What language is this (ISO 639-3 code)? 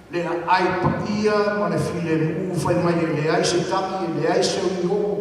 smo